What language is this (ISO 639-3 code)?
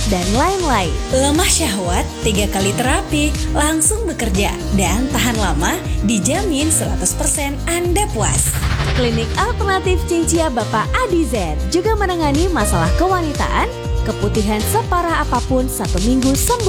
ind